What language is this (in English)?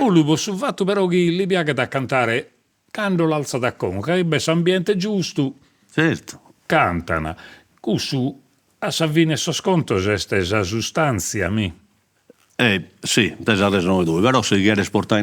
Sardinian